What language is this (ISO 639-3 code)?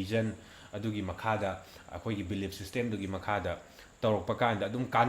mni